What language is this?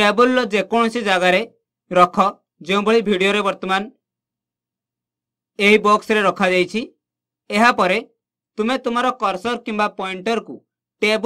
Odia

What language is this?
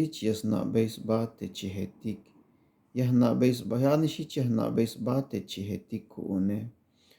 Tzeltal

